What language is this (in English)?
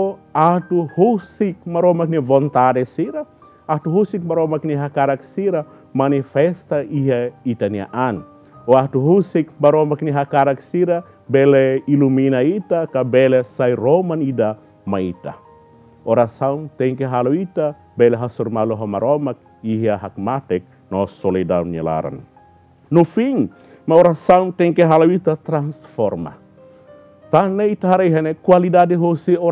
Tetum